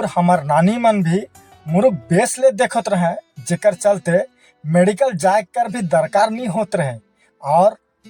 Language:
Sadri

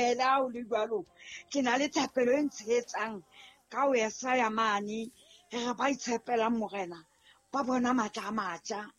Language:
Southern Sotho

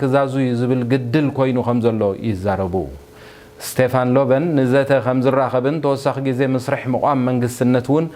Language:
Tigrinya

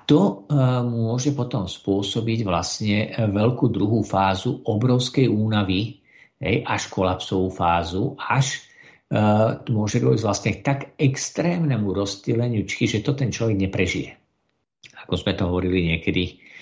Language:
Slovak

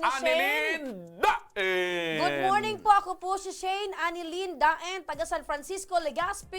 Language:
Bikol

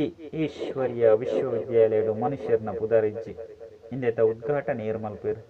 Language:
Tulu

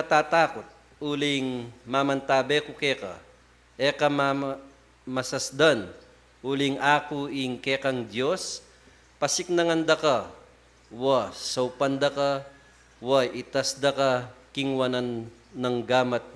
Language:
Pampanga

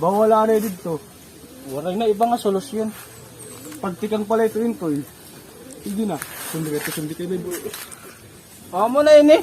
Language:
Waray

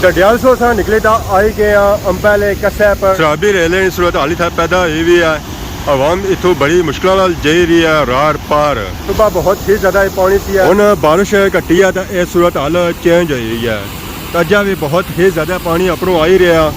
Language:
Pahari-Potwari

